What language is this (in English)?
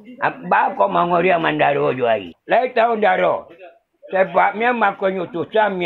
Minangkabau